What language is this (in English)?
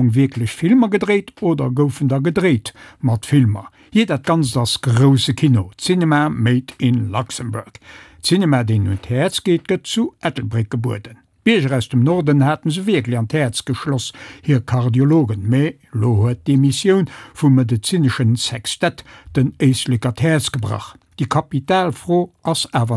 Luxembourgish